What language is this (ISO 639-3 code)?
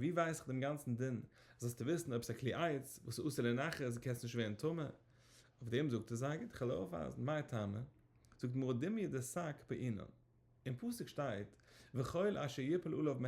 yid